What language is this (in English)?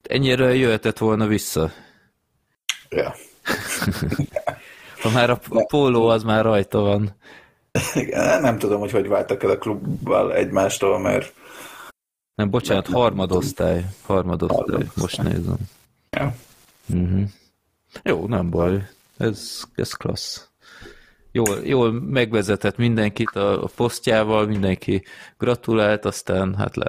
Hungarian